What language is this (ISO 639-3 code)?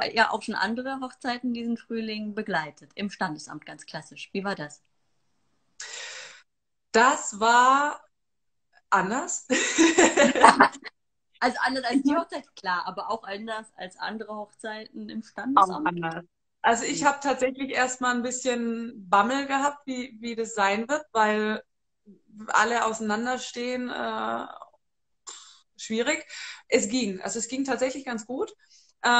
deu